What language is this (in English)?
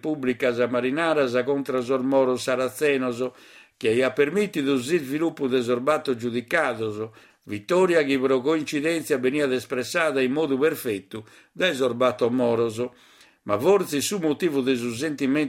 Sardinian